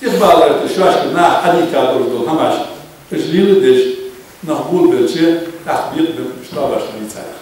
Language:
Ingush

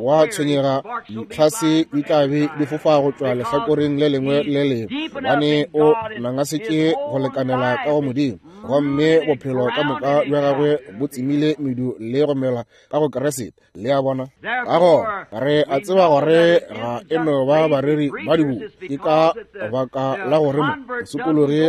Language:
Northern Sotho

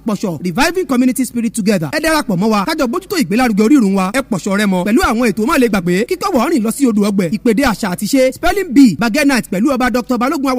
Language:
Yoruba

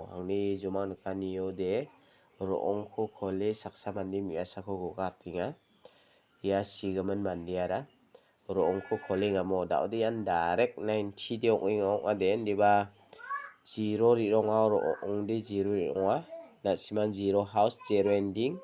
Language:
Garo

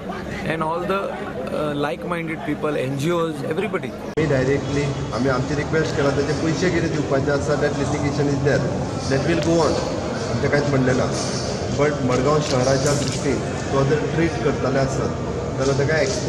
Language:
Konkani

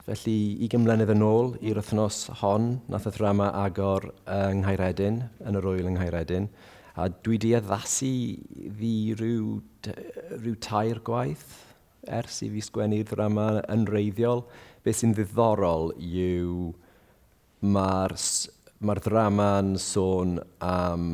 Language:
Welsh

